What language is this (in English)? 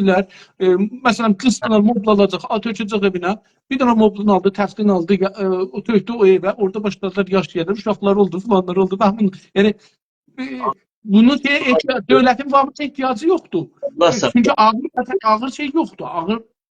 South Azerbaijani